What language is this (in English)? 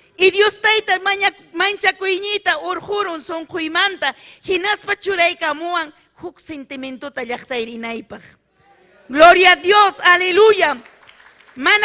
Ayacucho Quechua